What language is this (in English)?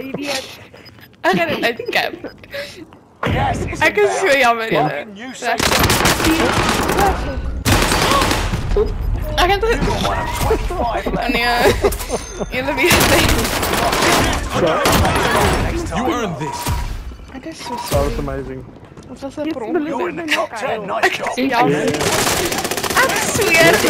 Afrikaans